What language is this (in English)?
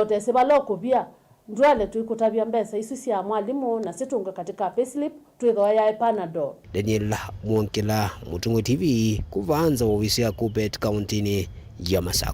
Kamba